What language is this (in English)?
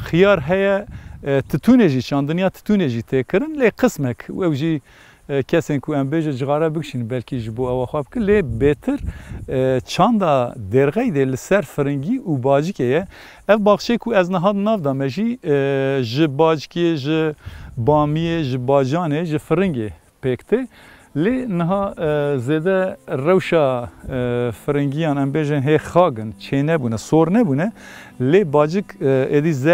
Kurdish